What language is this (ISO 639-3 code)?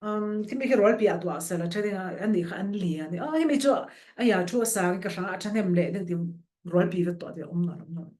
cfm